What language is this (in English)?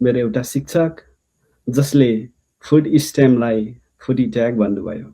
Nepali